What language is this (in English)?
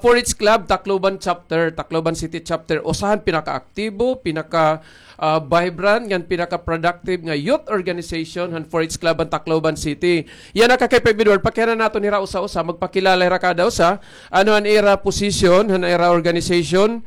Waray